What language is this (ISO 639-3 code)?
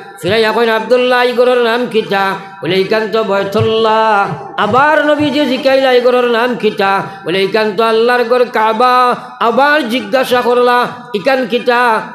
syl